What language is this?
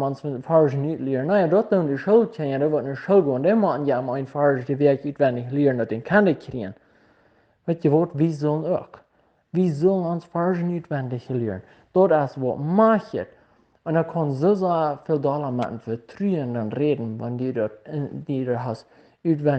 Plautdietsch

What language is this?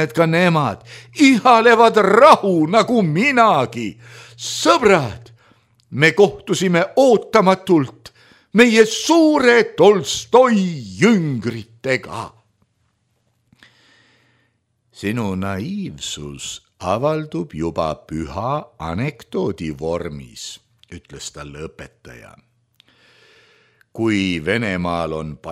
Estonian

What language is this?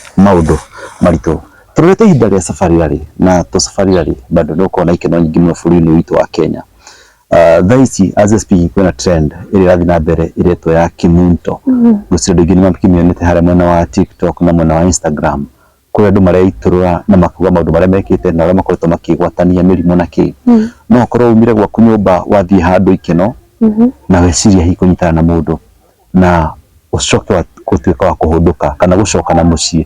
Kikuyu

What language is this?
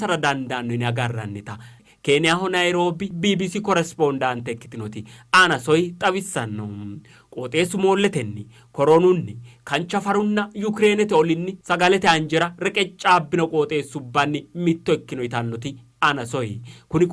Sidamo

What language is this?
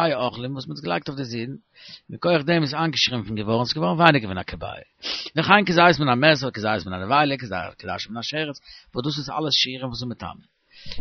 Yiddish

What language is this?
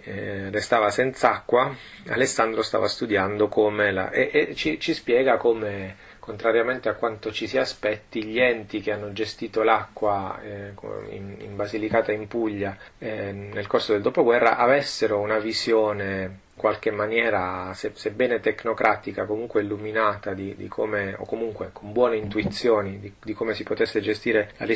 Italian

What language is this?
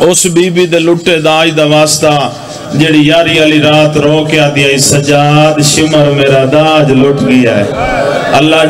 Saraiki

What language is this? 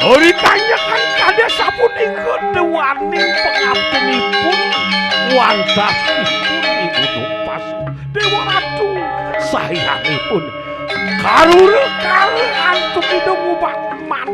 Balinese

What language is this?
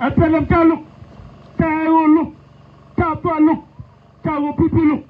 Nuer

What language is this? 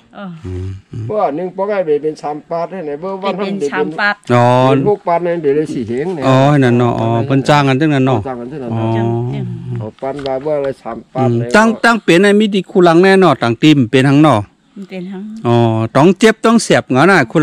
Shan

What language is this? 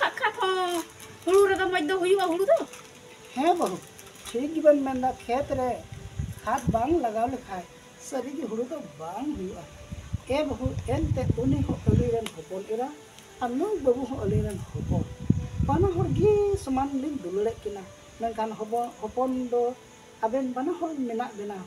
Santali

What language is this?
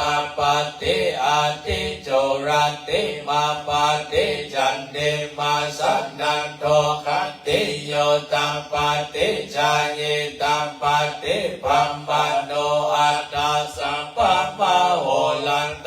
Pali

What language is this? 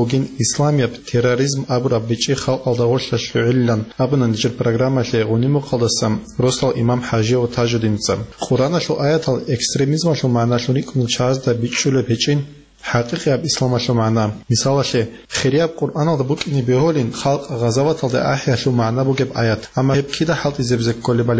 Avaric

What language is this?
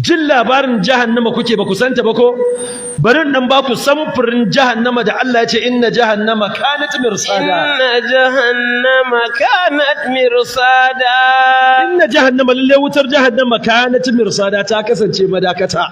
Hausa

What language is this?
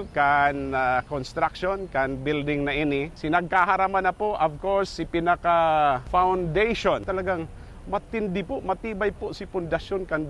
Bikol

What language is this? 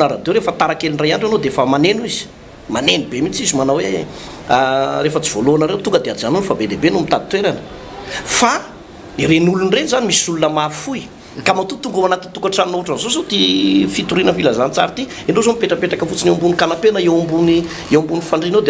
Malagasy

